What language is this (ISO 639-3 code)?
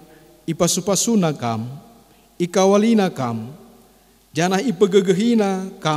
btx